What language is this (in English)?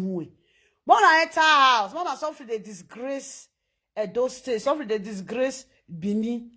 Nigerian Pidgin